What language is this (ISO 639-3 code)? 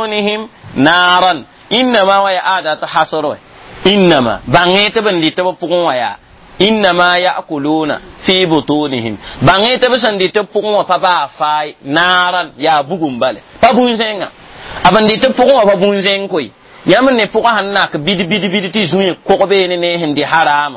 mos